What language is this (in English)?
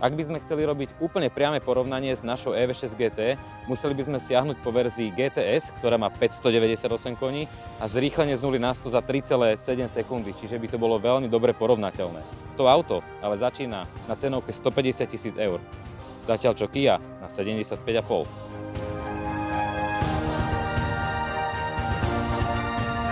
Slovak